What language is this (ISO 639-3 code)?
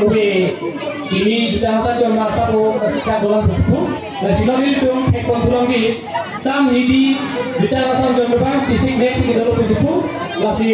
mjw